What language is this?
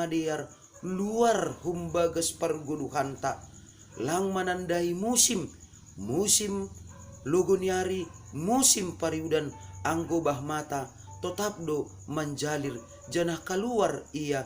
Batak Simalungun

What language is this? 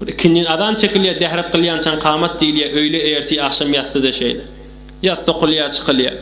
Turkmen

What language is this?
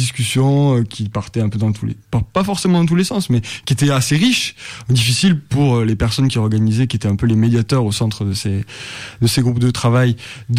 French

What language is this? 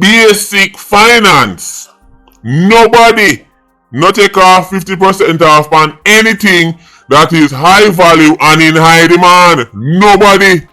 Jamaican Creole English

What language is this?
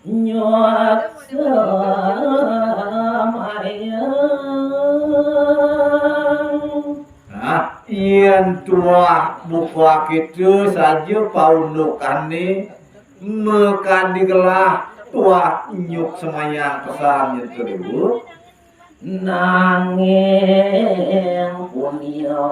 Balinese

